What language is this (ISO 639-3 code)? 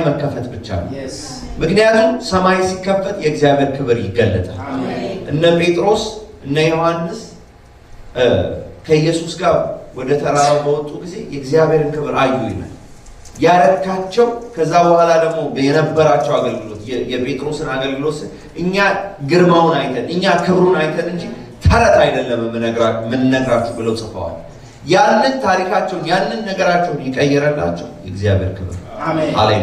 amh